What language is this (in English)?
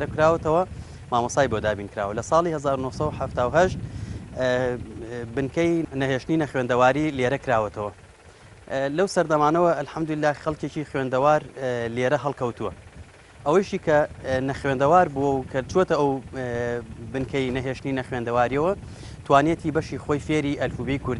Central Kurdish